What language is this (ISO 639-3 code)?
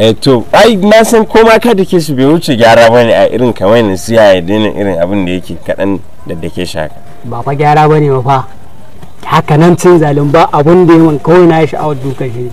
hau